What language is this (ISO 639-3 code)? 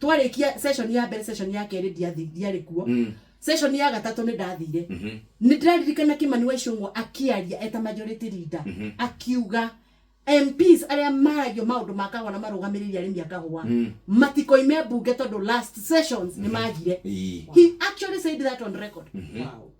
kik